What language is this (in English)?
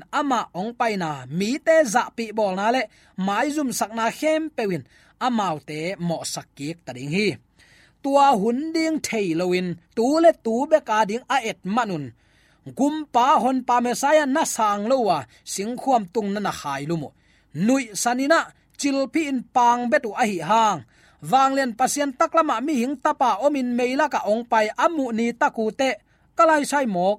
Tedim Chin